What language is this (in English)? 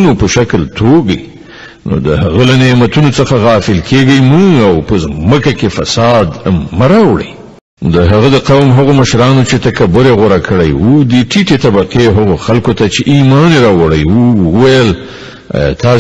Pashto